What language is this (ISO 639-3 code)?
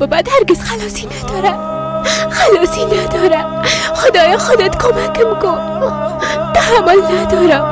fas